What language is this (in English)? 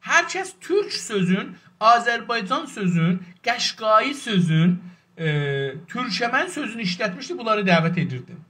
South Azerbaijani